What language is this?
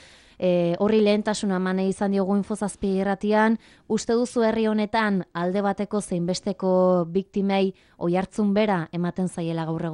Basque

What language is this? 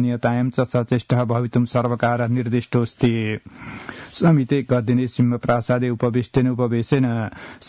Sanskrit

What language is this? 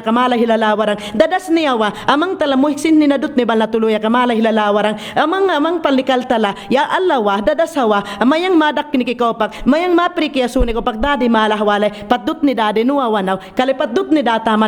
Mayangna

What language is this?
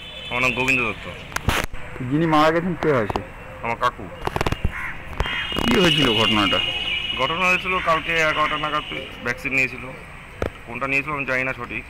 Bangla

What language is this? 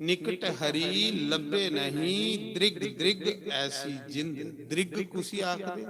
Dogri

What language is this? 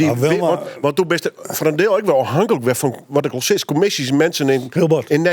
Western Frisian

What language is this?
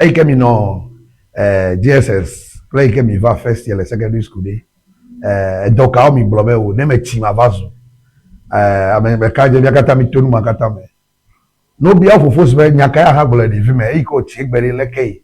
Ewe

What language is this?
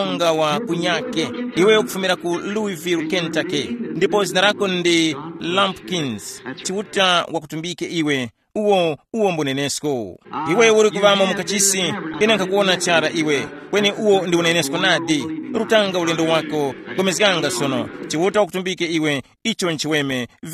Tumbuka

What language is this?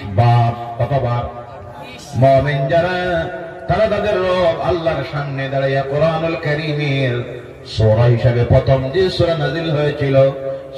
Sylheti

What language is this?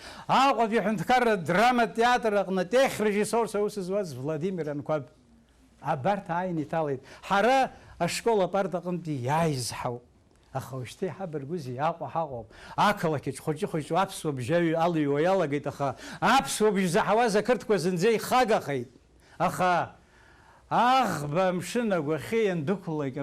Abkhazian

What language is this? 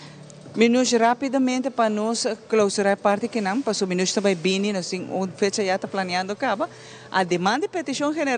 Papiamento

